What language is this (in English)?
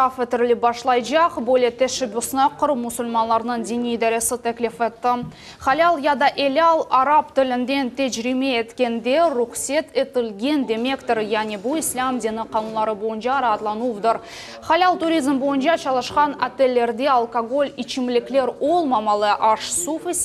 Crimean Tatar